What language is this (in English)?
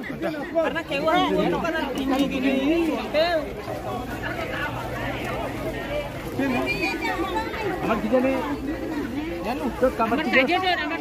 Indonesian